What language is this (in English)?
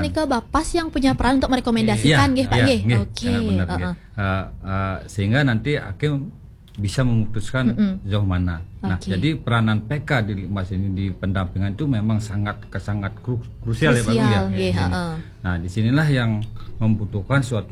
Indonesian